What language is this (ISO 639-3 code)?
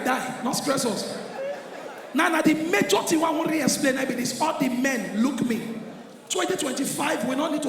pcm